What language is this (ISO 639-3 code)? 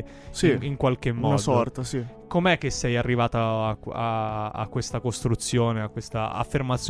ita